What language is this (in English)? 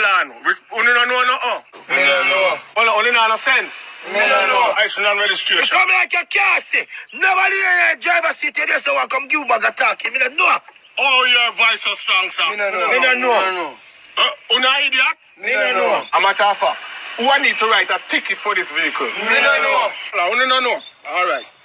Jamaican Creole English